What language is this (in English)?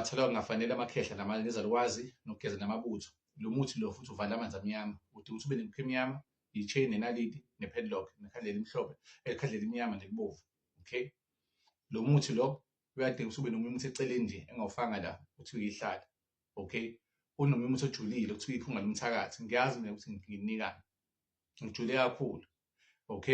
Zulu